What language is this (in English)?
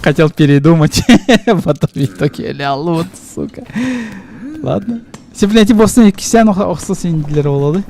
Yakut